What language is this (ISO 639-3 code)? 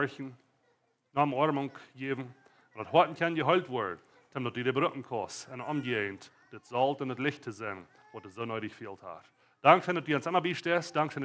pdt